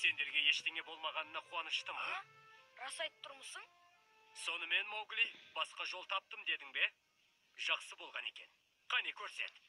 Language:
Kazakh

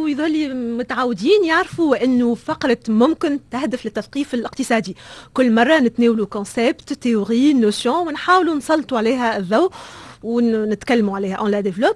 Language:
Tunisian Arabic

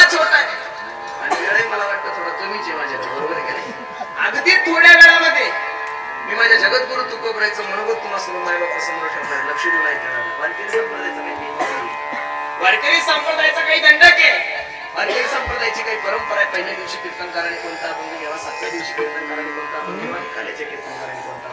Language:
Marathi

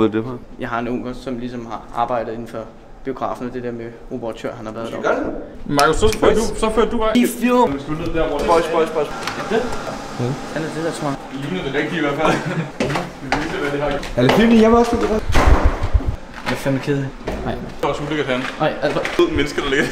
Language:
Danish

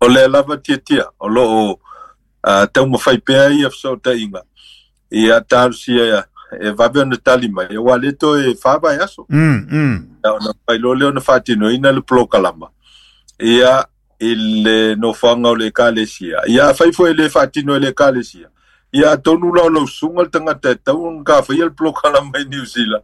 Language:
Samoan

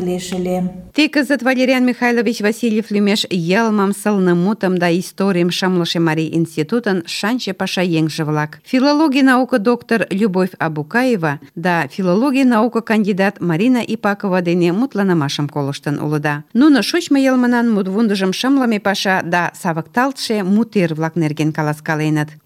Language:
Mari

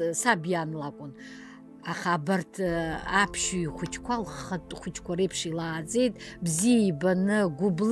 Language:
Abkhazian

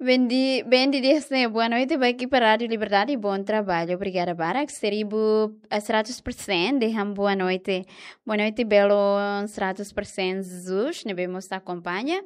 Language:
Tetum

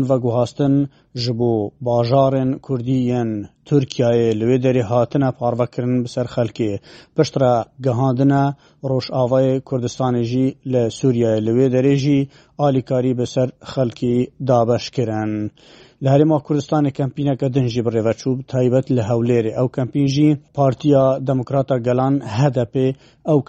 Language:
Kurdish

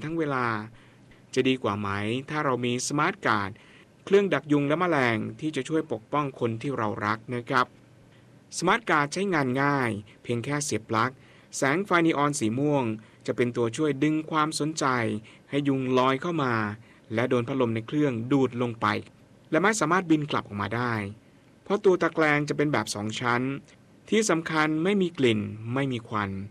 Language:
Thai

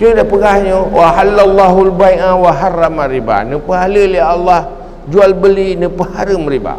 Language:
Achinese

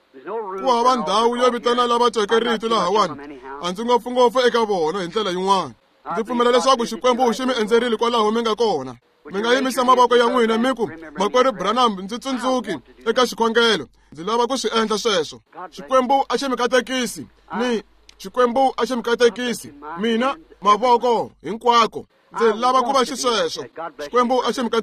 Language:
Tsonga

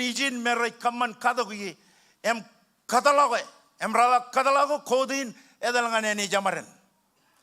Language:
Marshallese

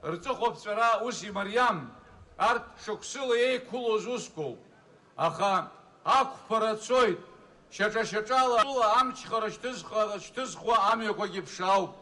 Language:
Abkhazian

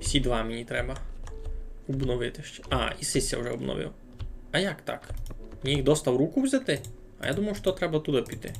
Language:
Rusyn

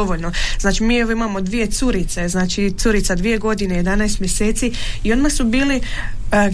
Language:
Croatian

